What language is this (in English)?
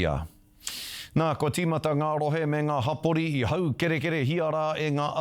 Māori